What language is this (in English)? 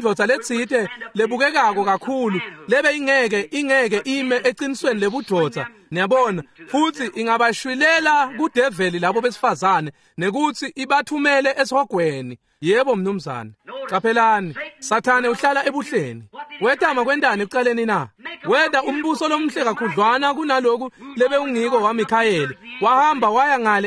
Swati